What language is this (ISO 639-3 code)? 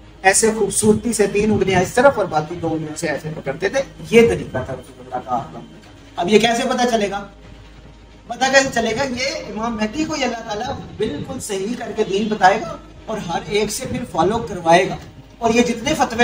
urd